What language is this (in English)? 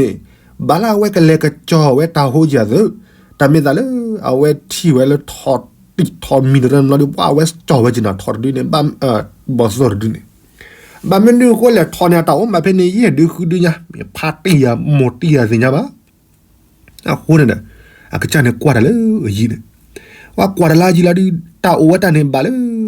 S'gaw Karen